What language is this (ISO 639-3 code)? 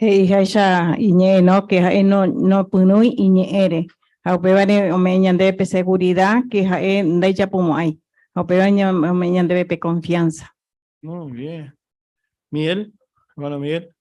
grn